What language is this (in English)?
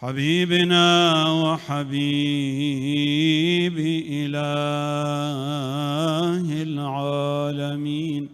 Mesopotamian Arabic